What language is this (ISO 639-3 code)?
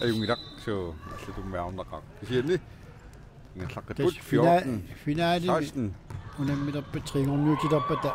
kal